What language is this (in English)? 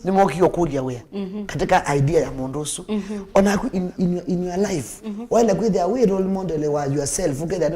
Kamba